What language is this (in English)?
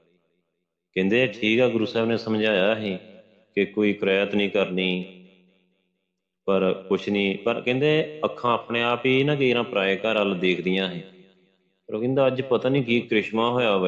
Punjabi